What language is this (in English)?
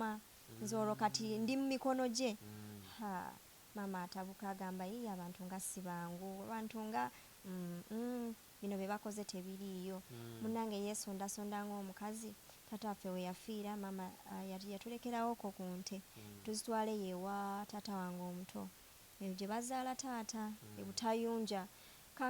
Ganda